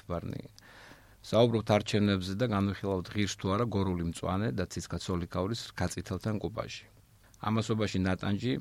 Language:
Georgian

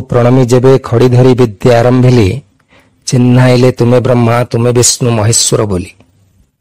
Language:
Odia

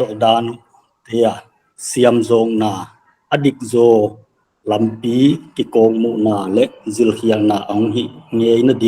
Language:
Paite Chin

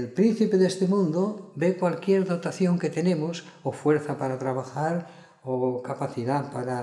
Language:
Spanish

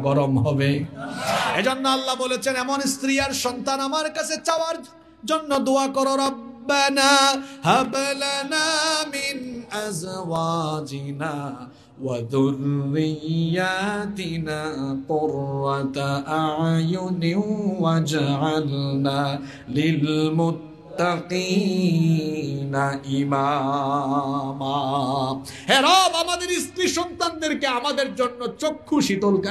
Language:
Bangla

